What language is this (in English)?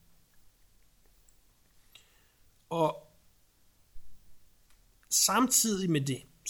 Danish